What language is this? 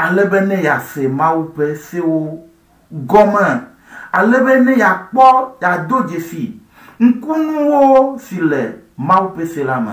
Ewe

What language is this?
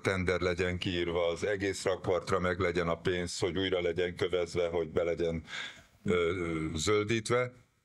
Hungarian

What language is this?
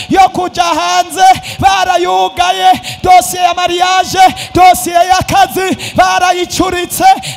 Rundi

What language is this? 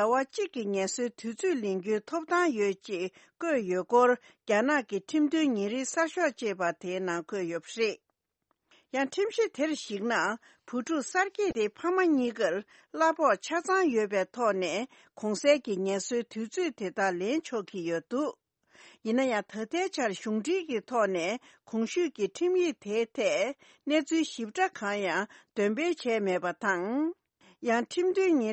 Tibetan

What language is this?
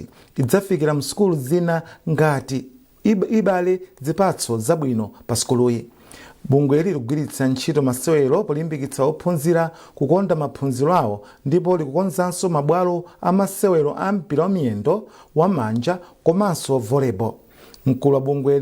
Nyanja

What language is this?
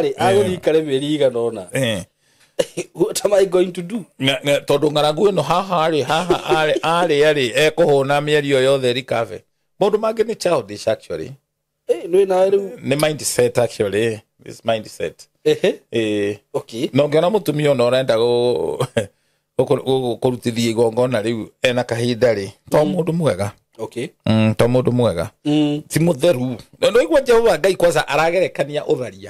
Kikuyu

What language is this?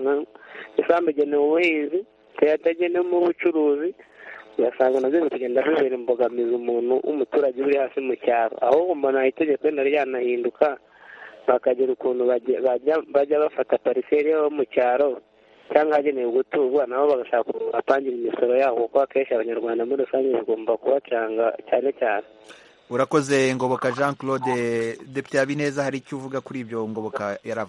Kinyarwanda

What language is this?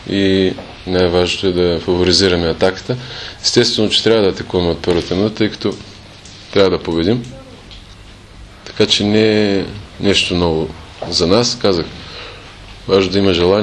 Bulgarian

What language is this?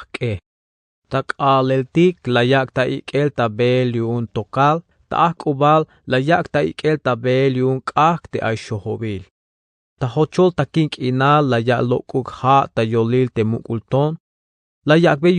Tzeltal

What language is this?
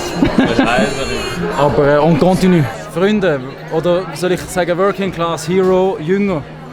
Swiss German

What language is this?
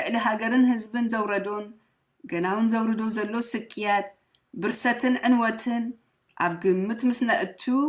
Tigrinya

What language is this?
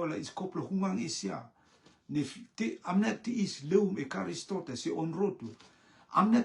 Rotuman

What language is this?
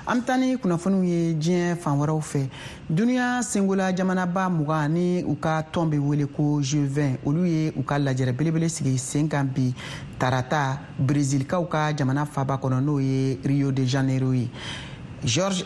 Bambara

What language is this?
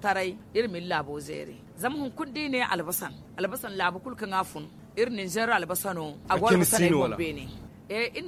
Zarma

